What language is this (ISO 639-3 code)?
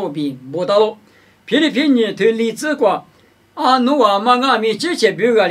lis